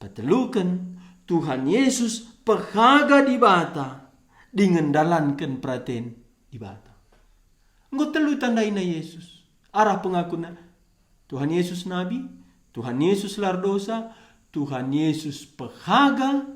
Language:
Batak Karo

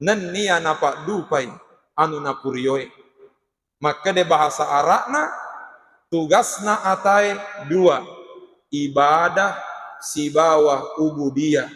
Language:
Buginese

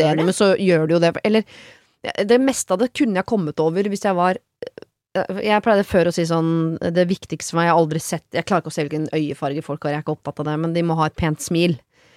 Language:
Norwegian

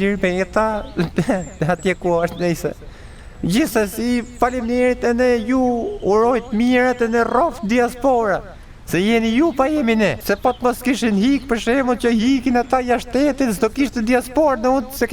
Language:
Albanian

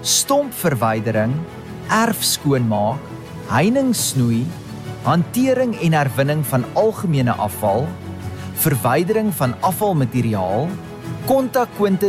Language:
Afrikaans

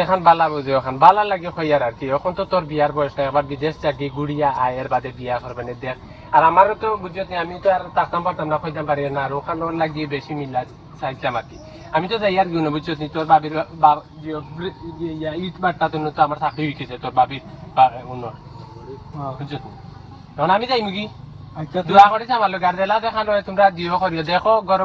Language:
Sylheti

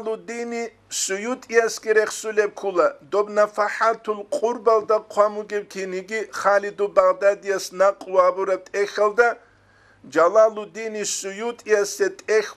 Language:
Avaric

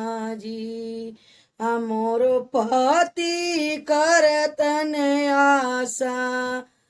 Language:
Bhojpuri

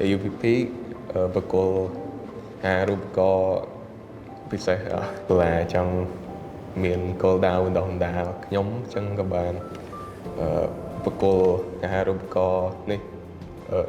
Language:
Khmer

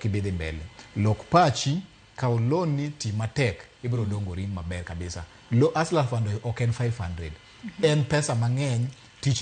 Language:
Luo (Kenya and Tanzania)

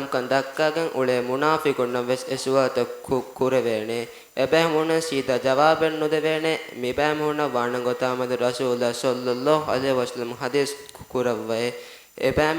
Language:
Divehi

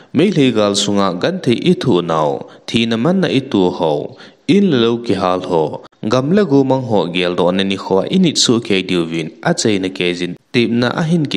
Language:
Thado Chin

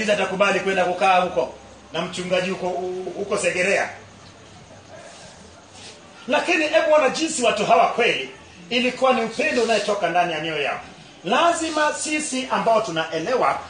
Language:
Swahili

